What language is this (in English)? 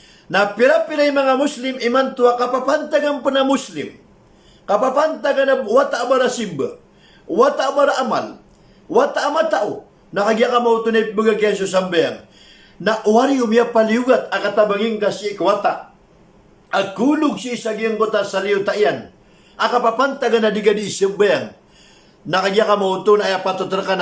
Maranao